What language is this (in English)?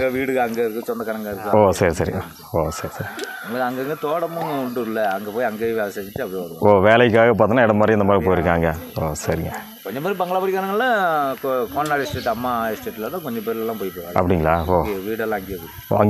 Tamil